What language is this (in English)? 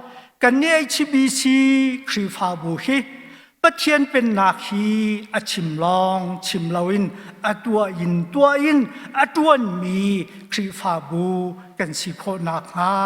Hakha Chin